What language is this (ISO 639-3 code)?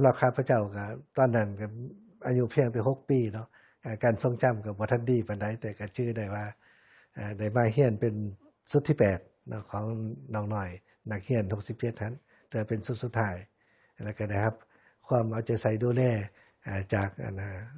lao